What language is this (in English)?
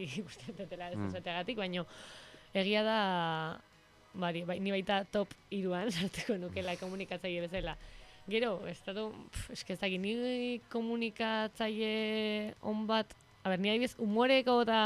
Basque